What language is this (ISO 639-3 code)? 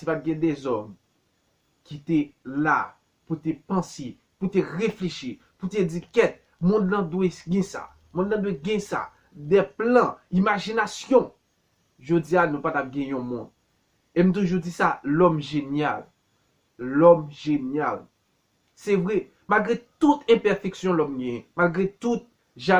hat